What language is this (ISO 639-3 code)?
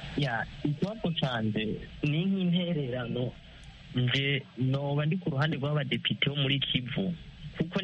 kin